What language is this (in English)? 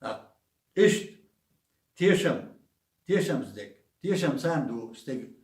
Chechen